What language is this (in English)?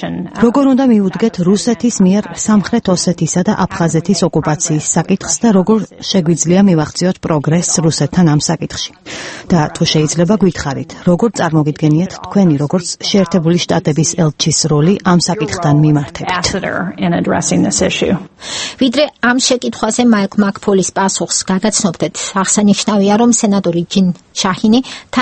Georgian